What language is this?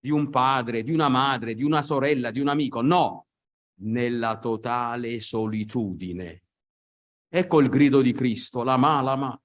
Italian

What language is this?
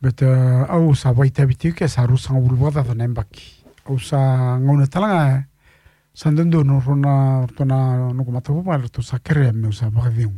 Fijian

